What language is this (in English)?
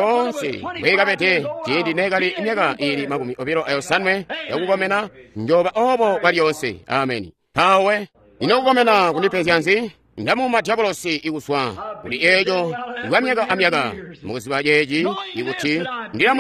Tonga (Zambia)